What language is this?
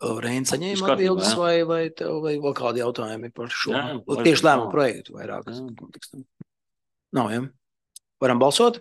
Latvian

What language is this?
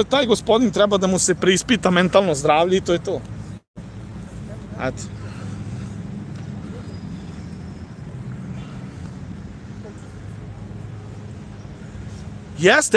Serbian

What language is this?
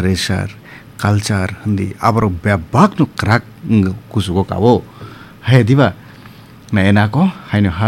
Kok Borok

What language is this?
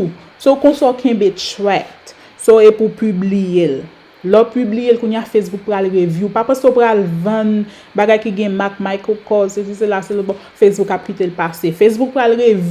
Haitian Creole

